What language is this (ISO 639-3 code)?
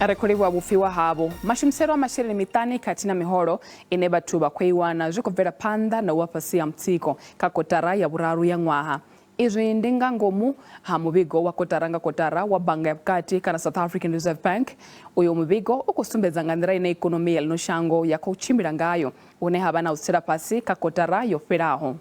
ven